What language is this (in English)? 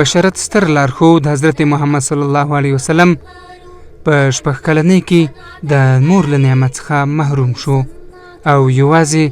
Pashto